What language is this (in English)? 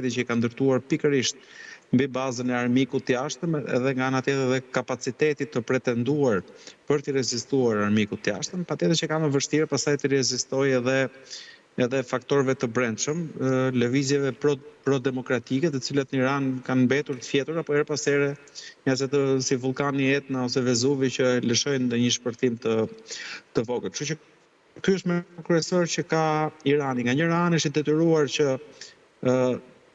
Albanian